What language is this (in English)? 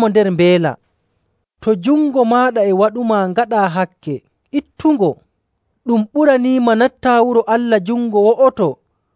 Nigerian Fulfulde